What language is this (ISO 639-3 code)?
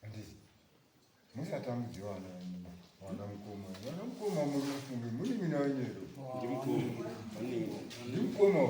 sna